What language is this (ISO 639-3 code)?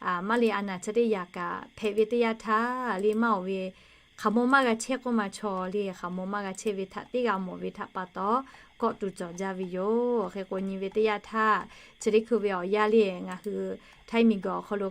lhu